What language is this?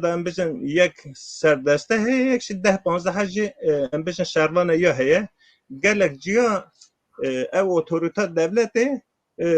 Kurdish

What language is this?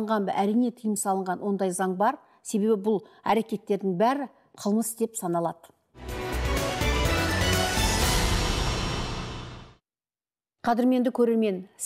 Kazakh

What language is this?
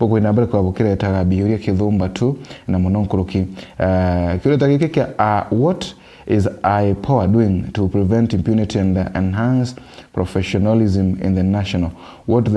Meru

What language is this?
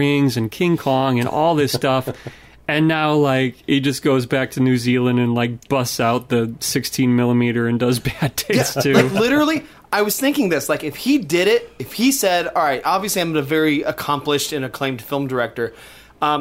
English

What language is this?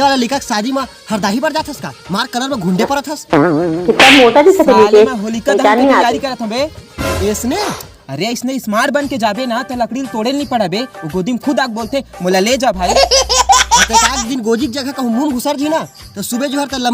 Chhattisgarhi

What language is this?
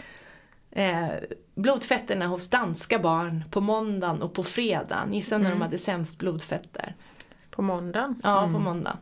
Swedish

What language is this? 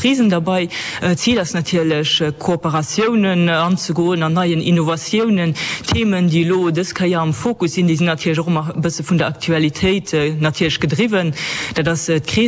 Luxembourgish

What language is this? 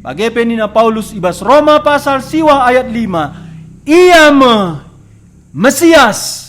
Batak Karo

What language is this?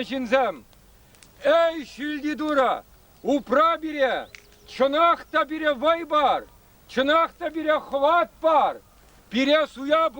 Chuvash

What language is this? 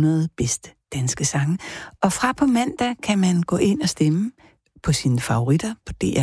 Danish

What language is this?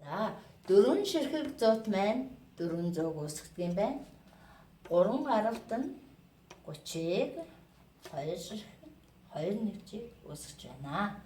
Mongolian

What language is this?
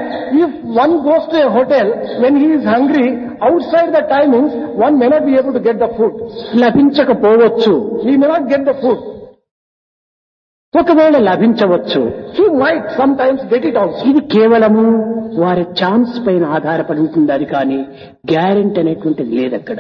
Telugu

